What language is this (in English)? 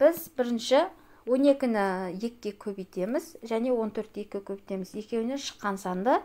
Kazakh